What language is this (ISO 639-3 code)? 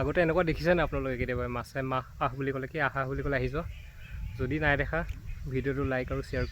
asm